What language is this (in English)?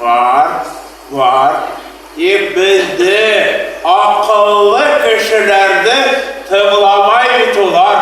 Bashkir